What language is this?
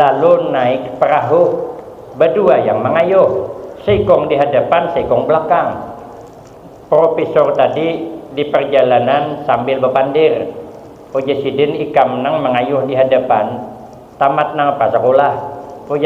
Banjar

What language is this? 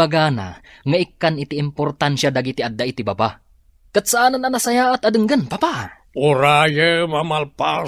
Iloko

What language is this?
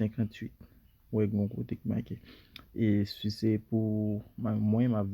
Haitian Creole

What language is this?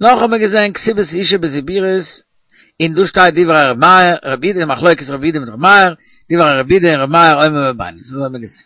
Yiddish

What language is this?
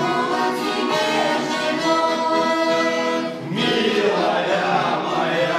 Chuvash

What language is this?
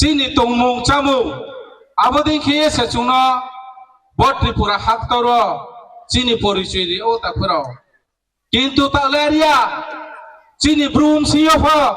Riang (India)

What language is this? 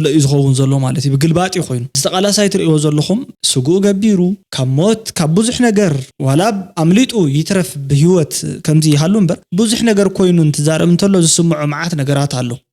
Tigrinya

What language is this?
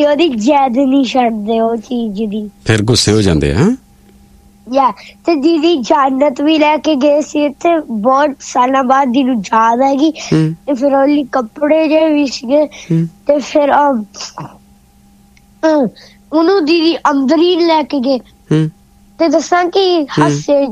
Punjabi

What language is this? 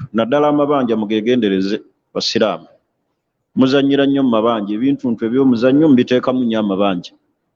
Ganda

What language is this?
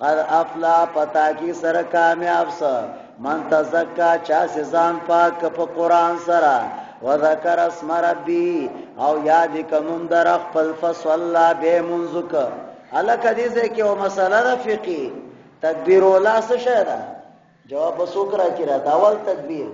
Pashto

